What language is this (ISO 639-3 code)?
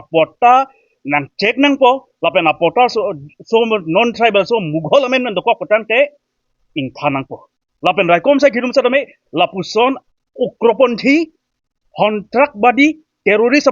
mjw